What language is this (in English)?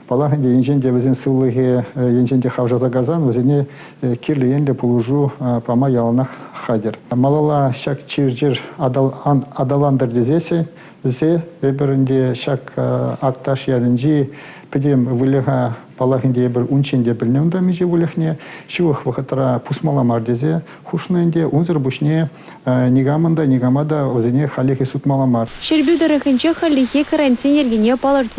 Chuvash